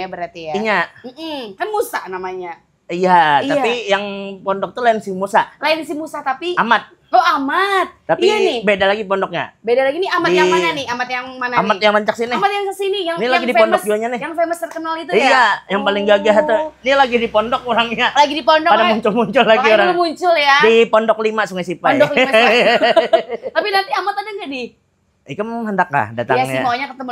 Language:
Banjar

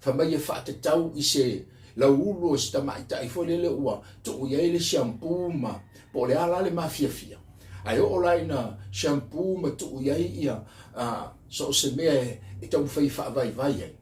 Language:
Samoan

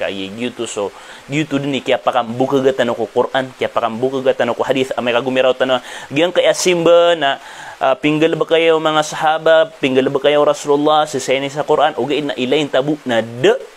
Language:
Maranao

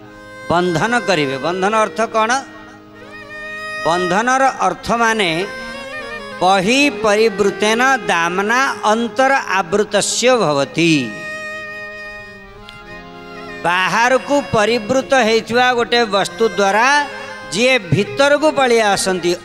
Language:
Odia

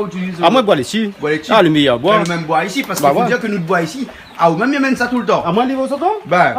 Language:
Réunion Creole French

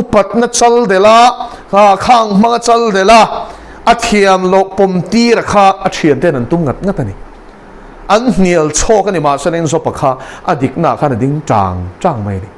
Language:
Mizo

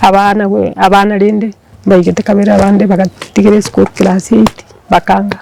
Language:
Gusii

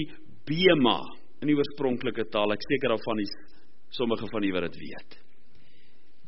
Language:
Afrikaans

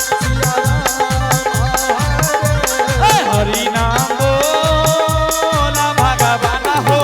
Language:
Angika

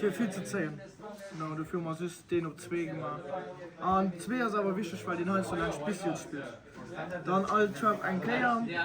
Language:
Luxembourgish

